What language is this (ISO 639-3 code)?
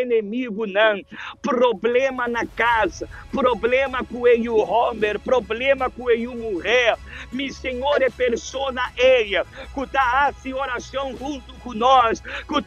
pap